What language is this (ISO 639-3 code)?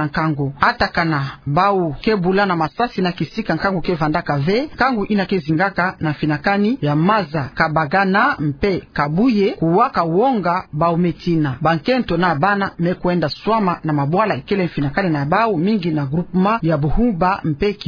ktu